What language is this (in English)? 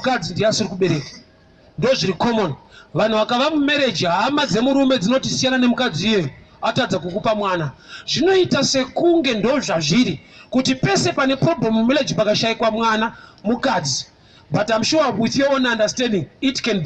Shona